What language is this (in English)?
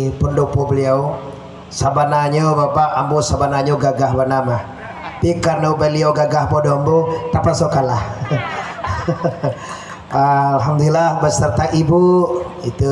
Minangkabau